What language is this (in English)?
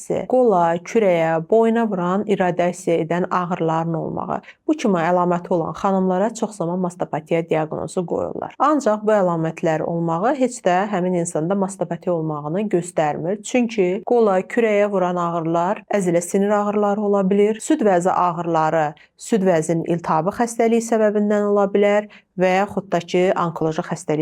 Azerbaijani